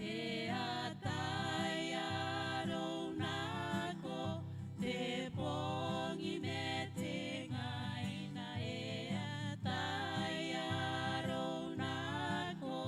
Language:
Gilbertese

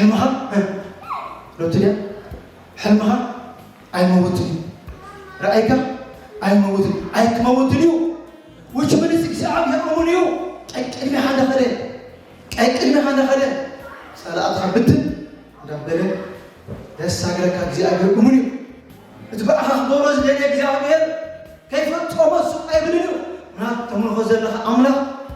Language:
Tigrinya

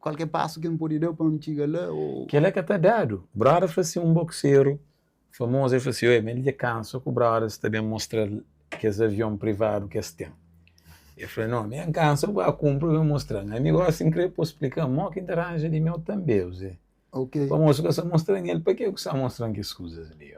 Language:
Kabuverdianu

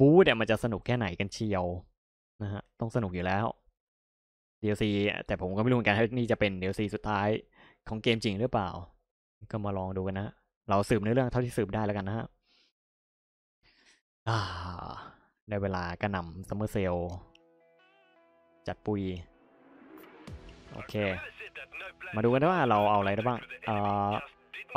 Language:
Thai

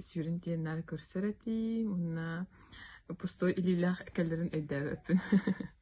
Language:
Yakut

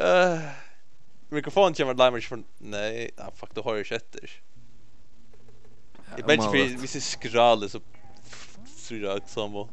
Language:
Faroese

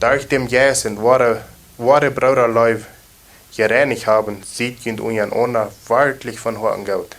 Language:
Plautdietsch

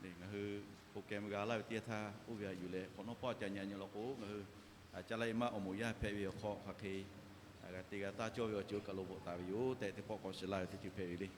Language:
Lahu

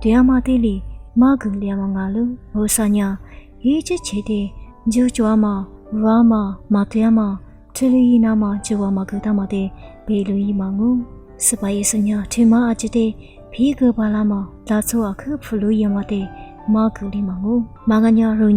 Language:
Lisu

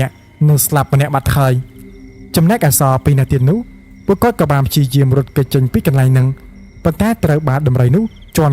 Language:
Khmer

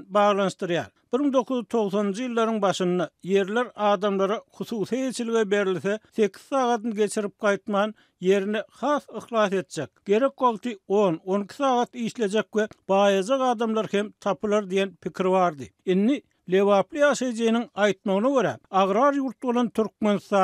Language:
Turkmen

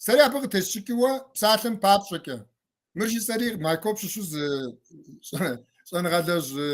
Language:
Kabardian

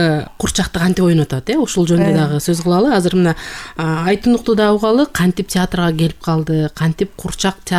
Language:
Kyrgyz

